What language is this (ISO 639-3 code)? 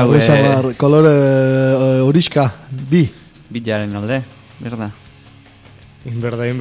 eus